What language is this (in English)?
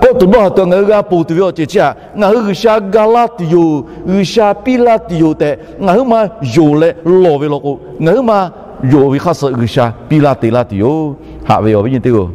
Lahu